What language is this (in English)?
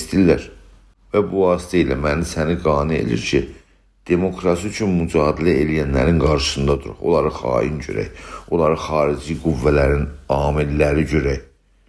South Azerbaijani